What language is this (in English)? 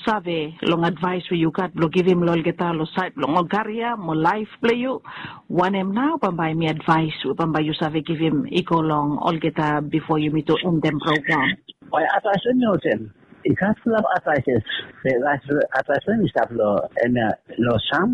Bislama